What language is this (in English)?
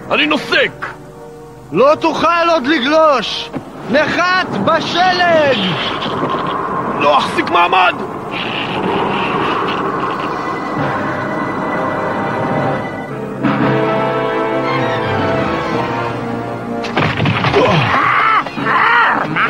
Hebrew